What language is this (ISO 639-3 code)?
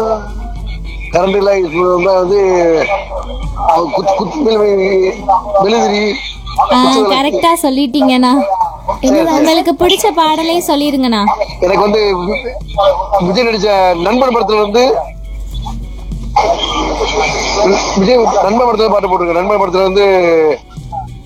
tam